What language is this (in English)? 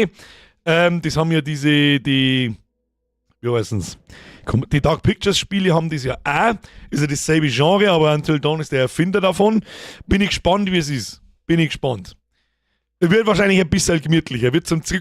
Bavarian